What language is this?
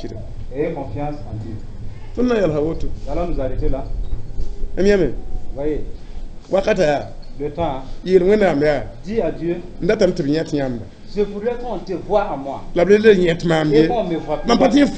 Mossi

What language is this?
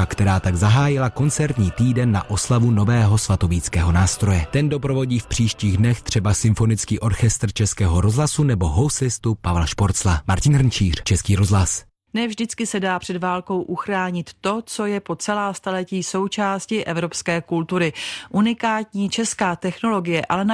Czech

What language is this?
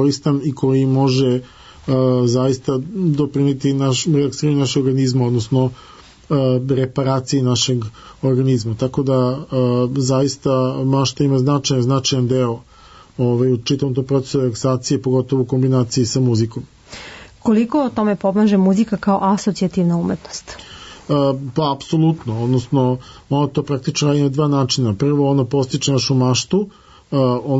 Serbian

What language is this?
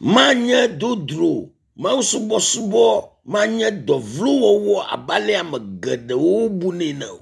Ewe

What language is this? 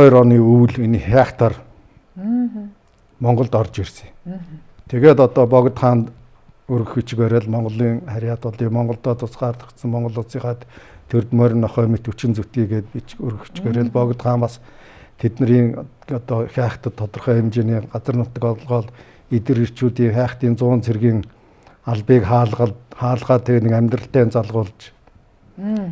Mongolian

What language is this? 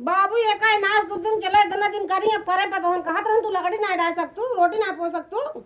Awadhi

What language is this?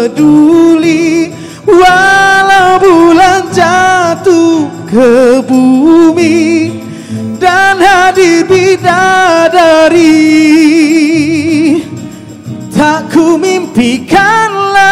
Malay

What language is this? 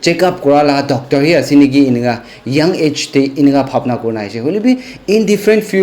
Naga Pidgin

